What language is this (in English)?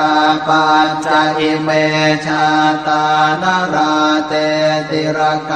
Pali